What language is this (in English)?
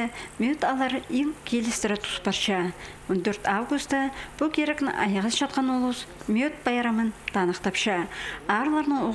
Khakas